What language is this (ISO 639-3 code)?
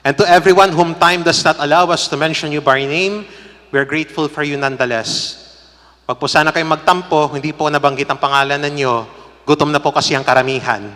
pam